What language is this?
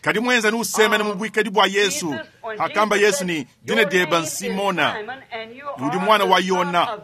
Luba-Lulua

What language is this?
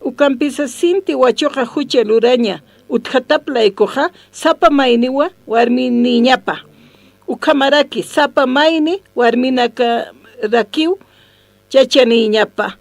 Aymara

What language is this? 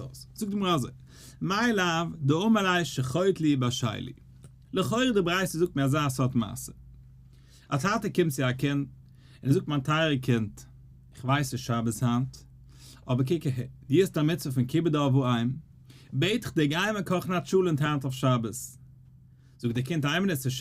Yiddish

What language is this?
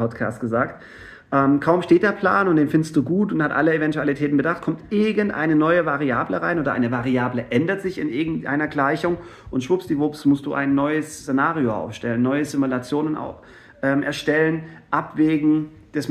German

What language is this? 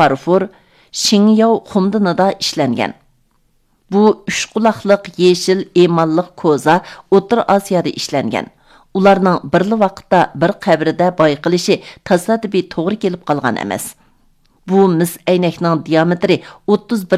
Uyghur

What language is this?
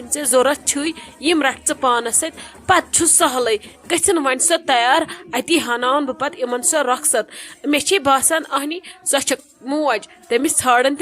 Kashmiri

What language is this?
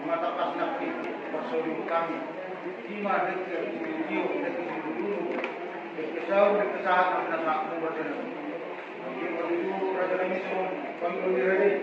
Batak Toba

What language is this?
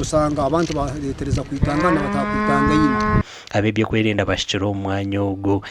Nyankole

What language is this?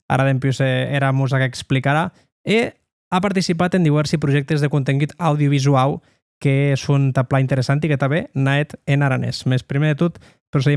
Occitan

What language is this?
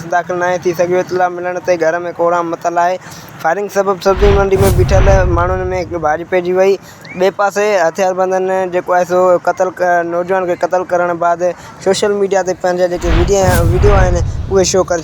Sindhi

